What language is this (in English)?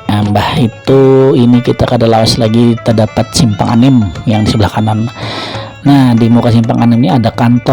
Banjar